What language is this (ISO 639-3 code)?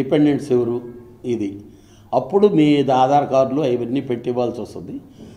tel